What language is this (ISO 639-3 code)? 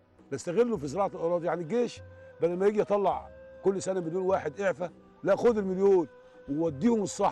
arz